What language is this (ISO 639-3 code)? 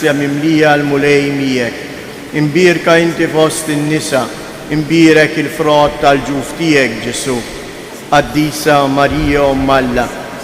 mlt